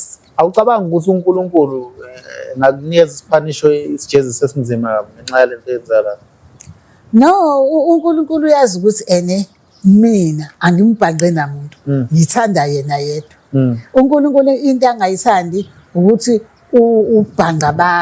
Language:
Zulu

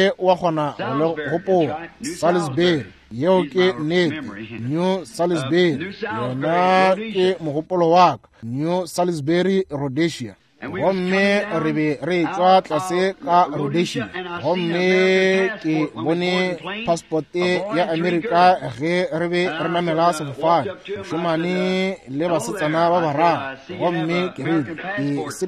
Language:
Northern Sotho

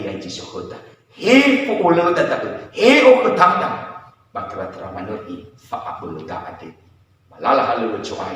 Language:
Nias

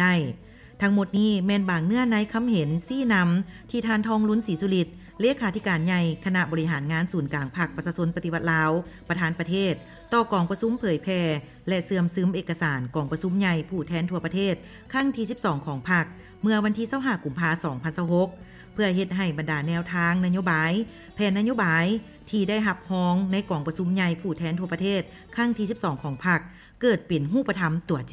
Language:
Lao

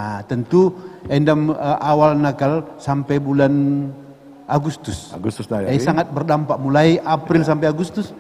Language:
Batak Karo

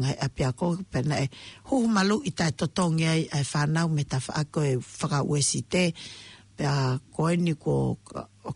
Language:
Tongan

